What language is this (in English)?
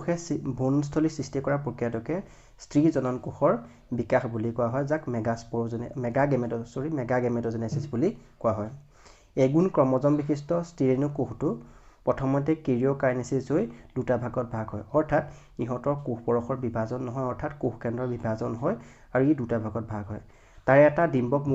Assamese